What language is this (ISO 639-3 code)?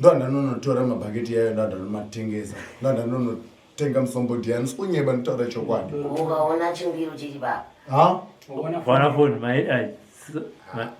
sna